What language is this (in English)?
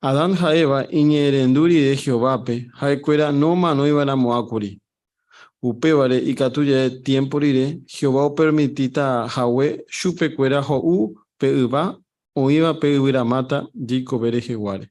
Guarani